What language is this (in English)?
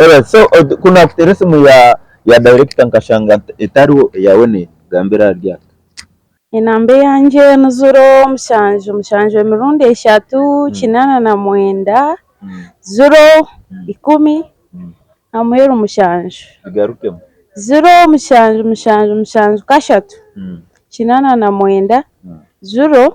Nyankole